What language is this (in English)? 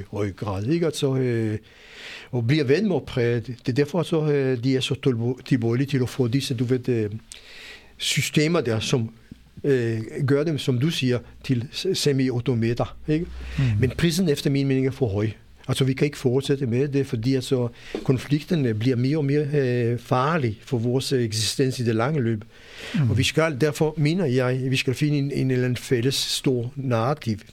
Danish